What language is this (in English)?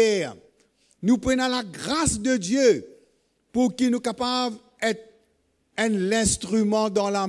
Morisyen